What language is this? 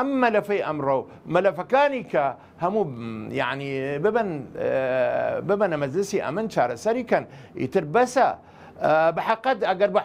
Central Kurdish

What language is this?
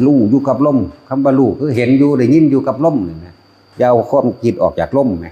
Lao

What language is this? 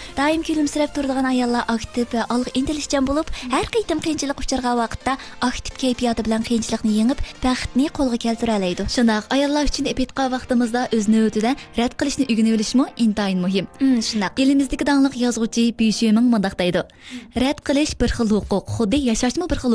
Uyghur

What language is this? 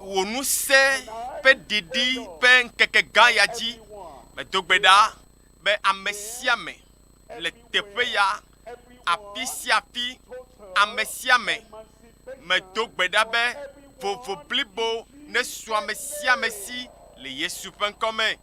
Ewe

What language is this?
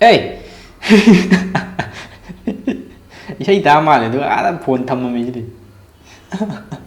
Manipuri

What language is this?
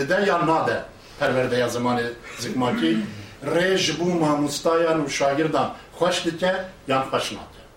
Kurdish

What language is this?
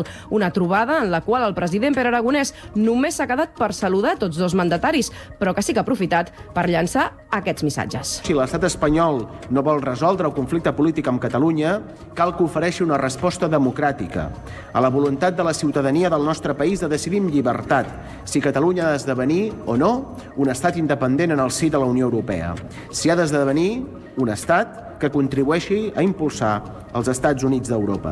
Catalan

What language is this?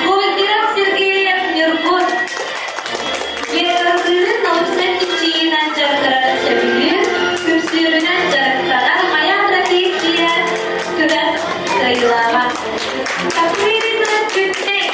Yakut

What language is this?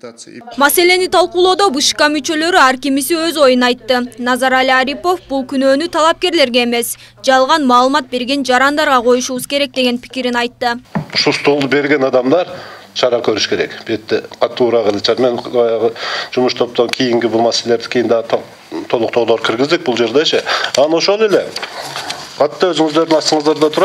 Kyrgyz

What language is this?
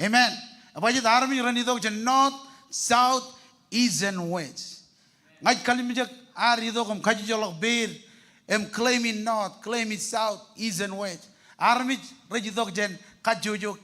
Marshallese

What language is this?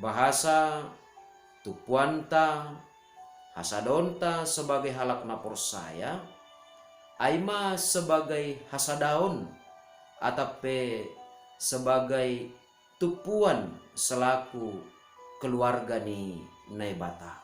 Batak Simalungun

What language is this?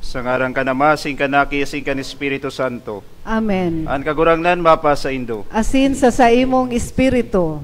Bikol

